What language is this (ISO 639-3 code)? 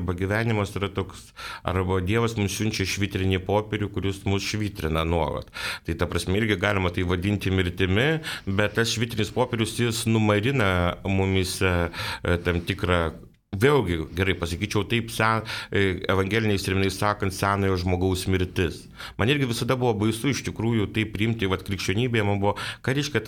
lit